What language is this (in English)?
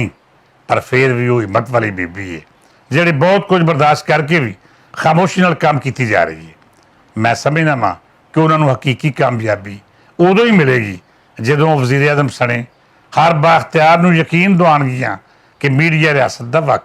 Western Panjabi